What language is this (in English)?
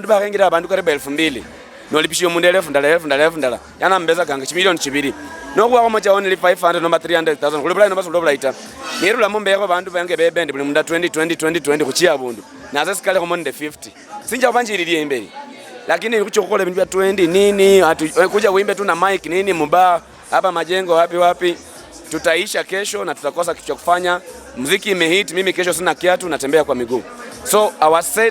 Luyia